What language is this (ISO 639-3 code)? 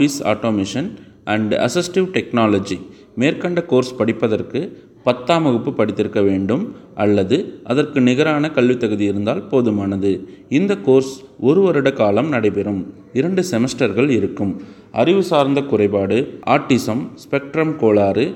tam